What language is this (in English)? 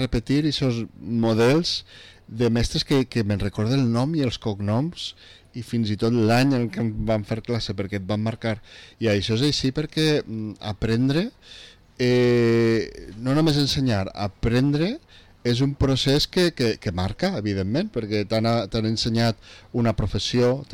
Catalan